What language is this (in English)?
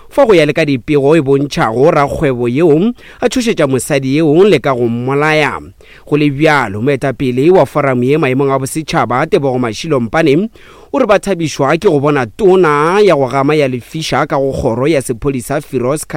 Northern Sotho